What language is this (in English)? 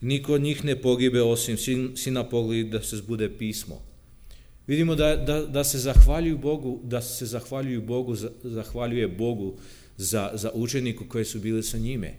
Serbian